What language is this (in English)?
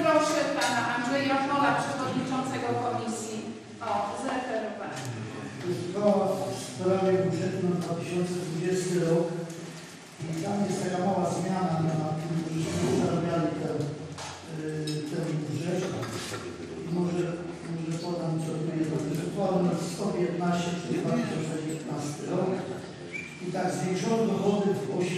Polish